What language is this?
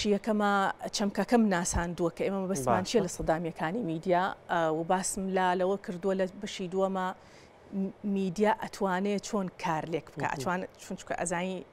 Central Kurdish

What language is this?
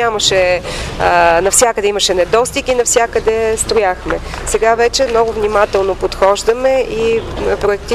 Bulgarian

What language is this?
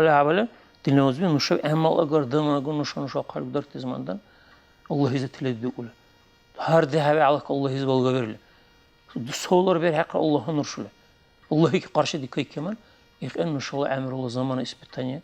Dargwa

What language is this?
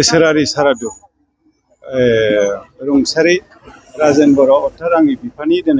Bodo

